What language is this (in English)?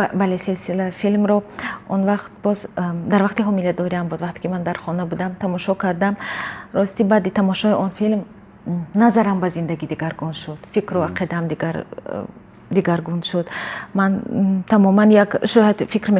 Tajik